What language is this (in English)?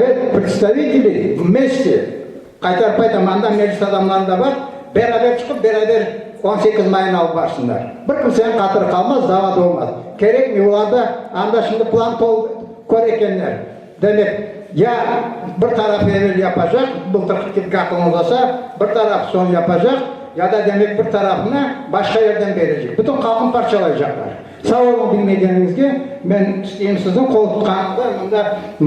Crimean Tatar